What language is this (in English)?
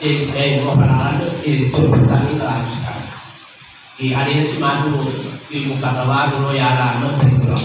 Buginese